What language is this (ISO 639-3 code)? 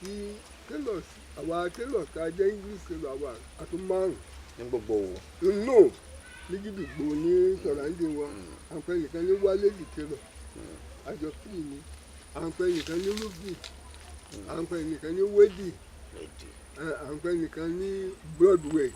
yor